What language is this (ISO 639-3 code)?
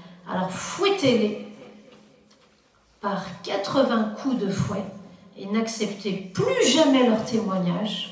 fra